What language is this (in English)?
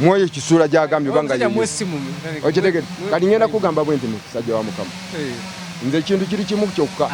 Ganda